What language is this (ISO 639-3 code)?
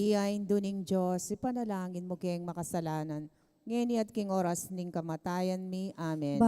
pam